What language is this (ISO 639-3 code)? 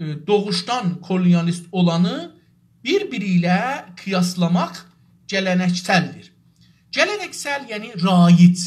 azb